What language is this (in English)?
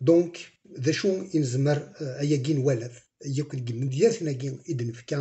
Kabyle